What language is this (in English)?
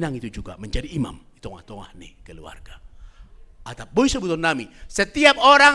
Batak Simalungun